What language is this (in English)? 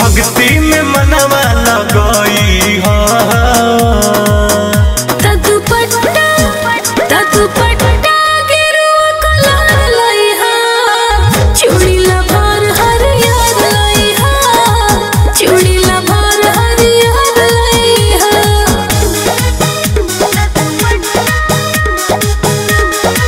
Bhojpuri